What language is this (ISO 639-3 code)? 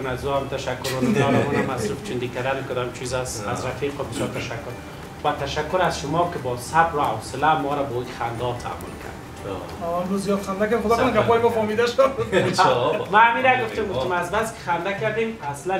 fas